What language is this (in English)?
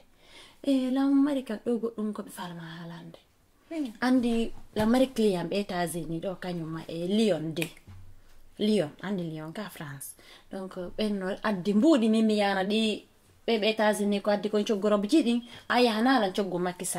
Fula